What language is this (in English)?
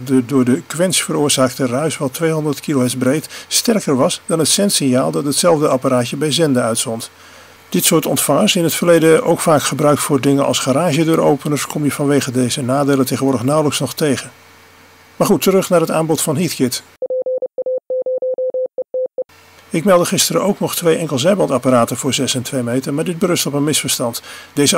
Dutch